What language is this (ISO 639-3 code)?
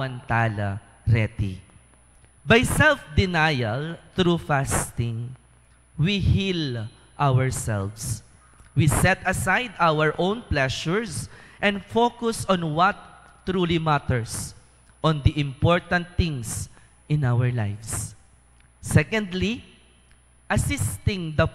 pam